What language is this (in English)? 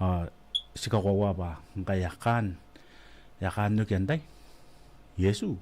Gilbertese